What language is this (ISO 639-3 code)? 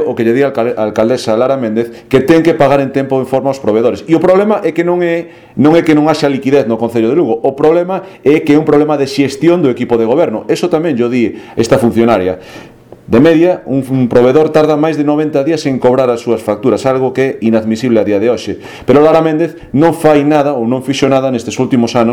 glg